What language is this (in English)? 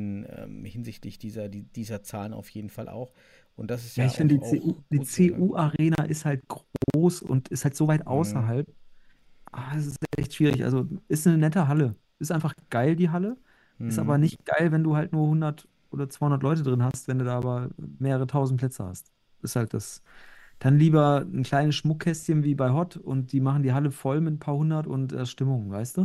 German